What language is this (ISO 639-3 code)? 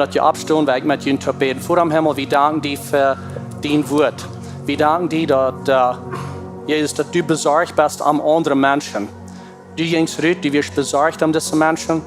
pdt